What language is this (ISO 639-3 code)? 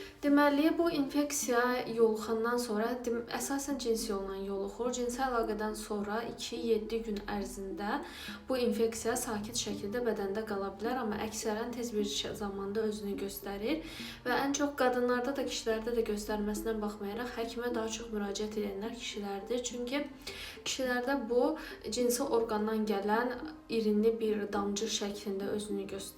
aze